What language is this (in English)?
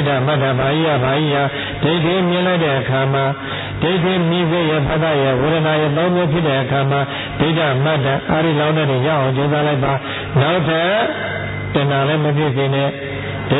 Burmese